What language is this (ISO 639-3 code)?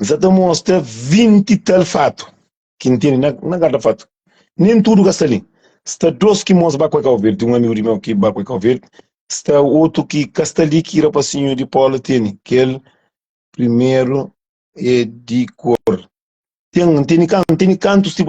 kea